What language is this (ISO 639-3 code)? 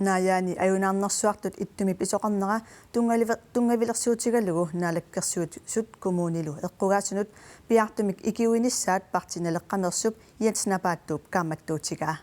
kal